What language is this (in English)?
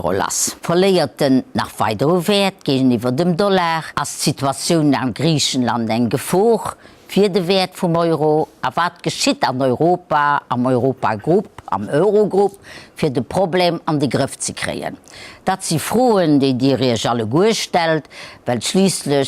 Luxembourgish